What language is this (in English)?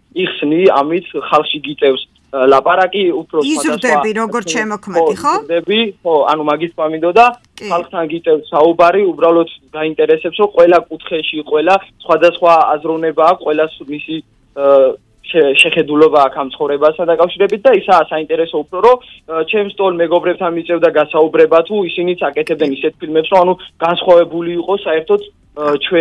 Georgian